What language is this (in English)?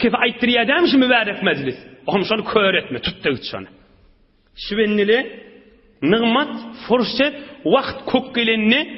Turkmen